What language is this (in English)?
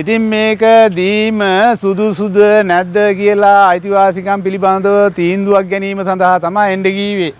Sinhala